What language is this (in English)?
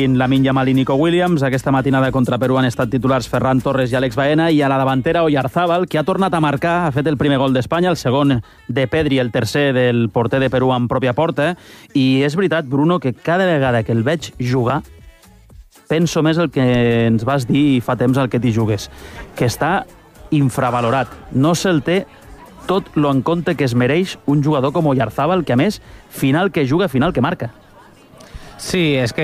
Catalan